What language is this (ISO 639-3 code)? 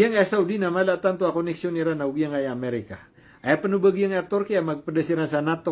mrw